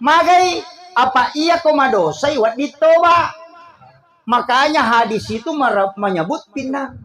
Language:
Buginese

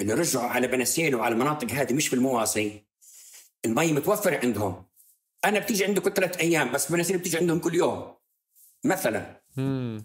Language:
North Levantine Arabic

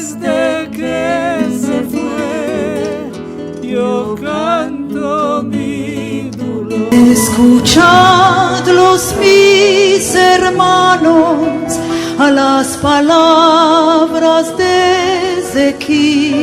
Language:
Ladino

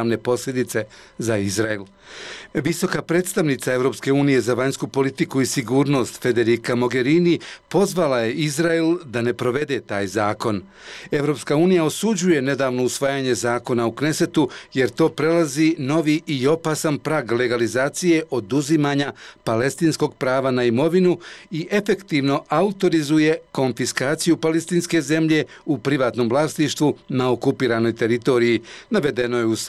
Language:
Bosnian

